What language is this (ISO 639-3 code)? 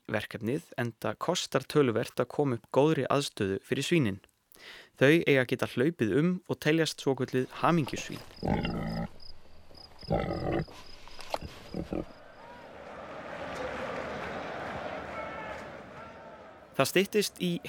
isl